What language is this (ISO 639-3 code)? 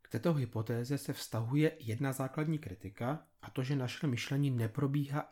ces